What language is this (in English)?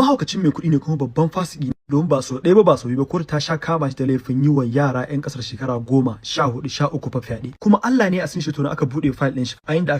Hausa